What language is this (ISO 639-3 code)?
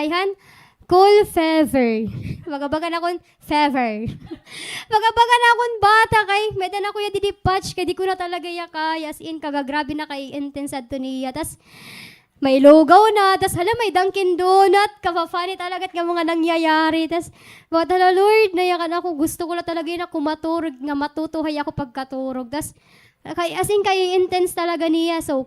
war